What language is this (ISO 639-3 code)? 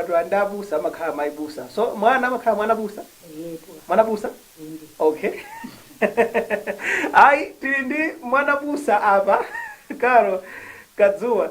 nya